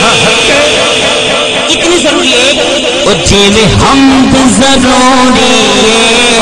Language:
Saraiki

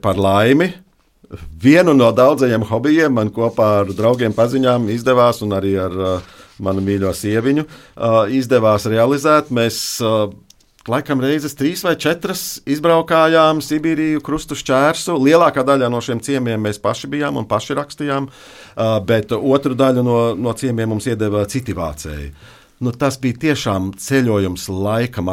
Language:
Latvian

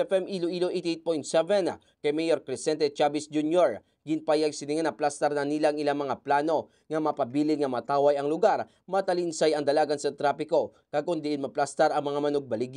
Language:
Hiligaynon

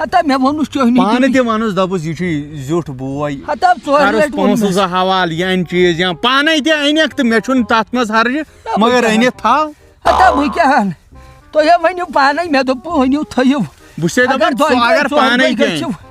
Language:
Kashmiri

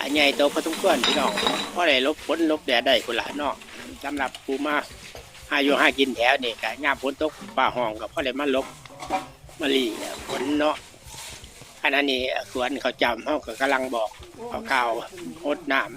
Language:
Lao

